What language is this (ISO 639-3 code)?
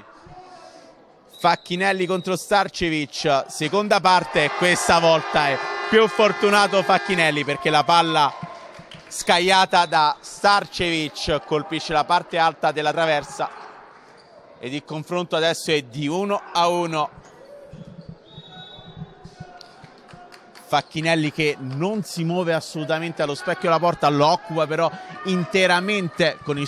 ita